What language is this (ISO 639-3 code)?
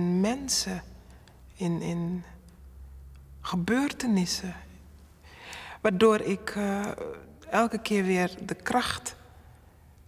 nld